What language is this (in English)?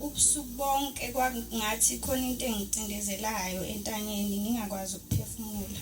Zulu